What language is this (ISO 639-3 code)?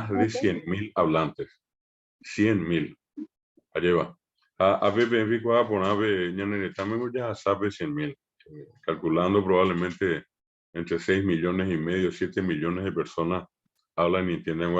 grn